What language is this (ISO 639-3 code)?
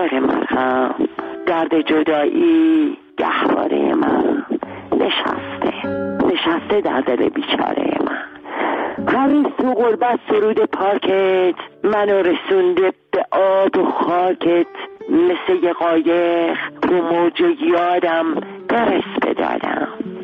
fas